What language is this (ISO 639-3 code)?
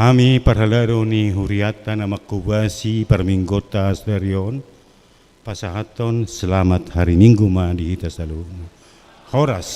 bbc